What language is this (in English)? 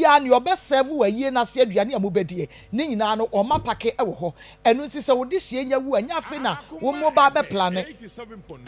Akan